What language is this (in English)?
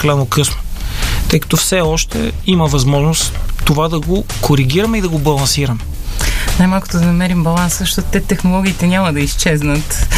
Bulgarian